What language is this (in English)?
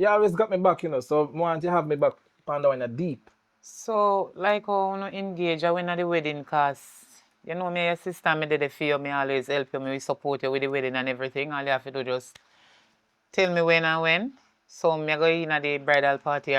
Jamaican Creole English